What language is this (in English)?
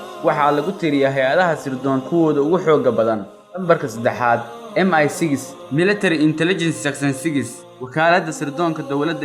Somali